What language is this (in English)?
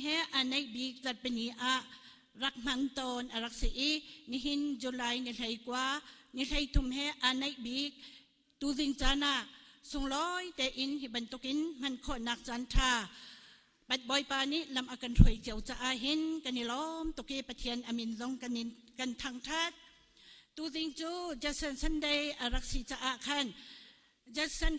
Hakha Chin